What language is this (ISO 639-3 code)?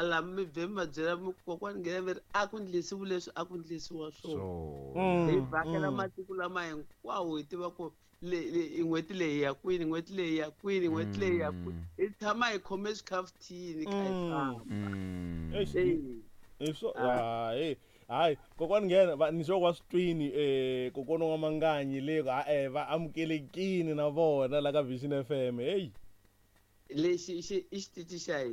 tso